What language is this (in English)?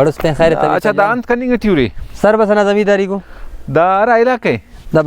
Brahui